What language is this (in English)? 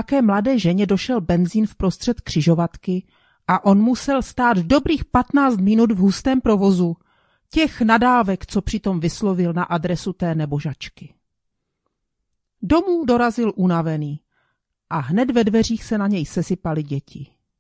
Czech